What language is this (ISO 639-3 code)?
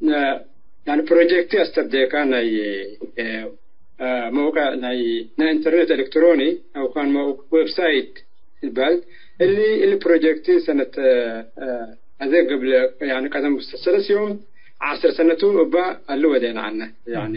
tig